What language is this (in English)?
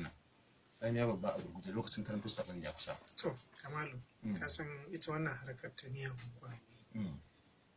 Hausa